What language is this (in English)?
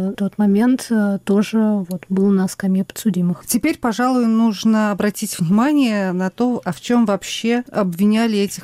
Russian